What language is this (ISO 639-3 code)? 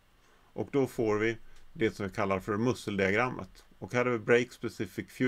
swe